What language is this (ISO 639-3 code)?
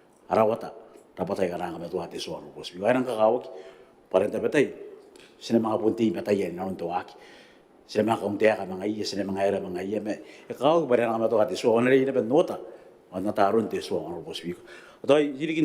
gil